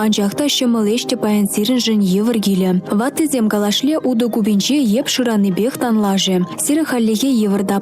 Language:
Chuvash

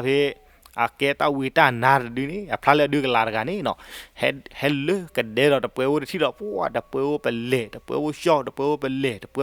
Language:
S'gaw Karen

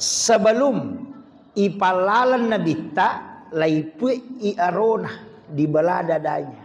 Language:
Buginese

